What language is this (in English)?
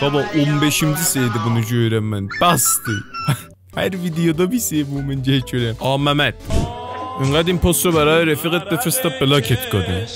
South Azerbaijani